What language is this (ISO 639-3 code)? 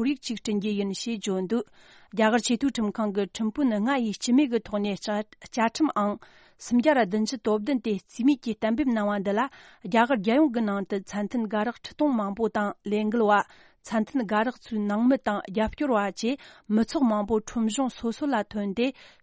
bod